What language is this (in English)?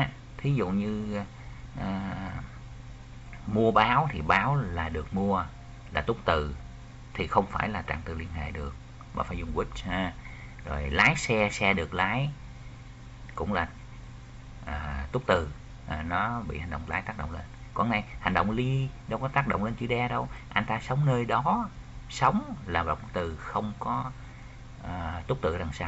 Vietnamese